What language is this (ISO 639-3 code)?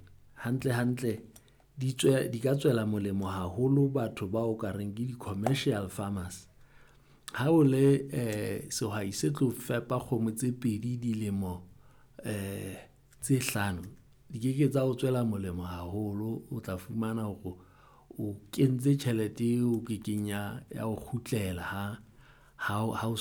sot